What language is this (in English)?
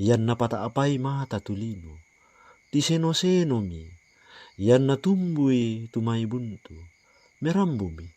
Toraja-Sa'dan